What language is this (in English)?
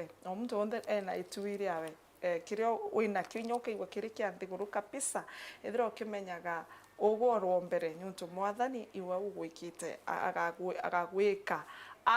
Meru